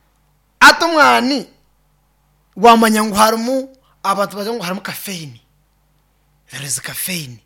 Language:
Kinyarwanda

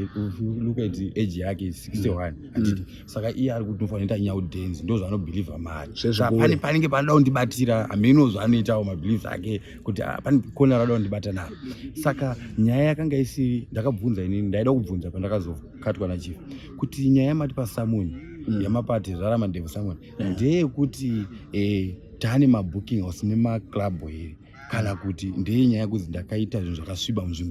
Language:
Shona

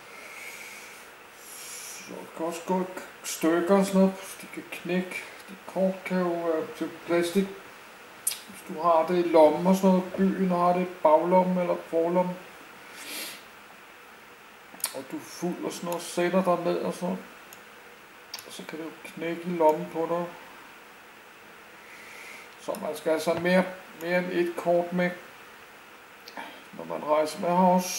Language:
Danish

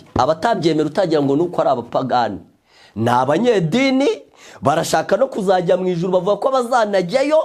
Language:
Kinyarwanda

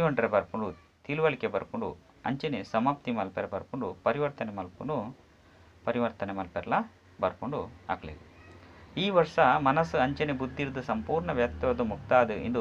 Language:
Tulu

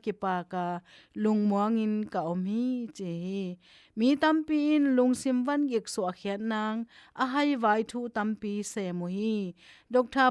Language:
Tedim Chin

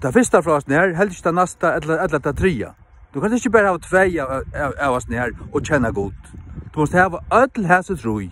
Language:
Faroese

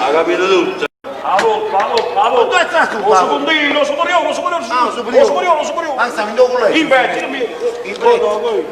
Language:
Neapolitan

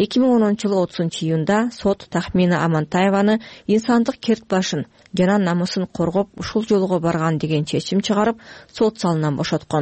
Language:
Kyrgyz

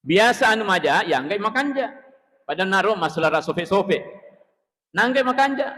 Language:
Buginese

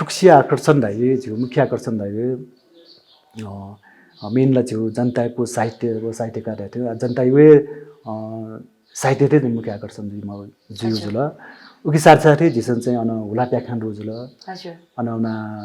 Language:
Newari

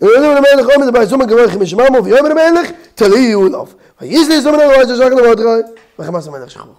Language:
Yiddish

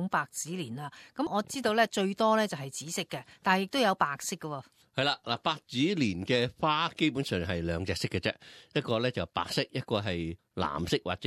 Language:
Cantonese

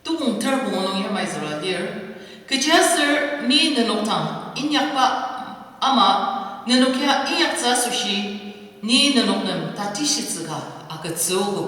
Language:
Ao Naga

